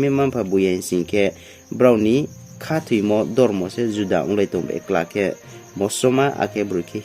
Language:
Riang (India)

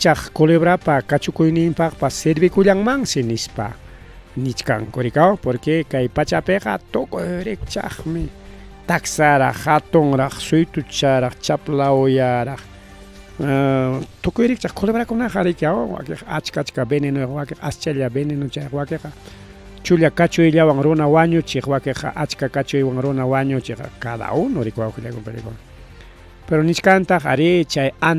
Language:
Ayacucho Quechua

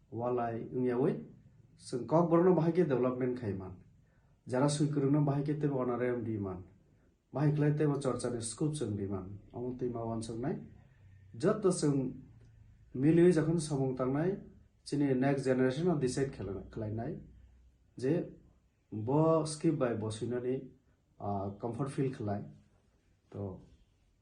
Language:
Kok Borok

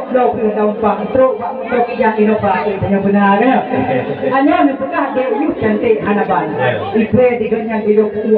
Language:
Achinese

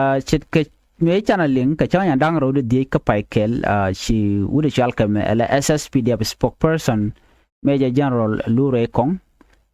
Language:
Nuer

